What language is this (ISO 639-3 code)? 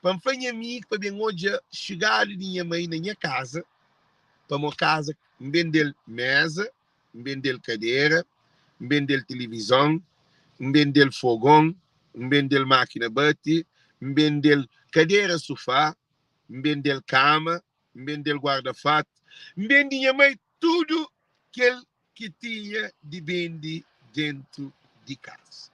kea